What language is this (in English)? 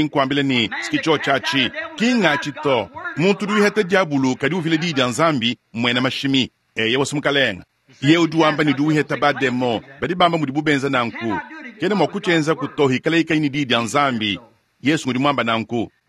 Luba-Lulua